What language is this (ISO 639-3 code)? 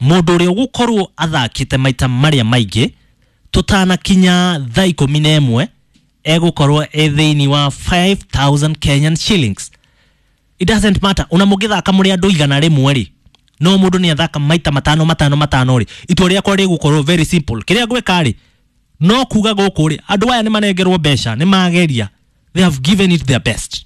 kik